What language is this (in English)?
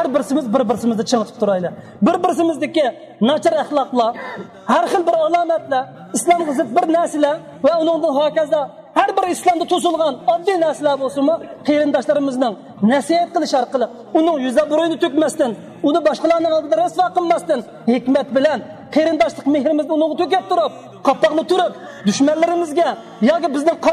Uyghur